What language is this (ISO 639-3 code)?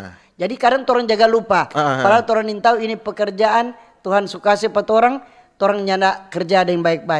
xmm